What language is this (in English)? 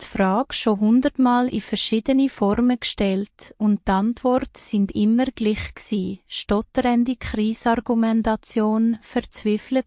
Swiss German